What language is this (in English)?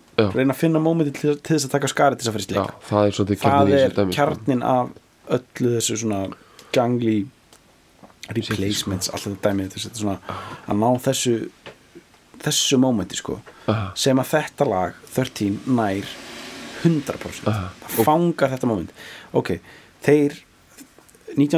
Icelandic